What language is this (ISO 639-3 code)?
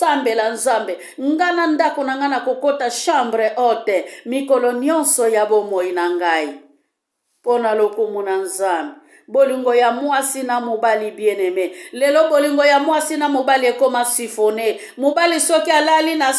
lin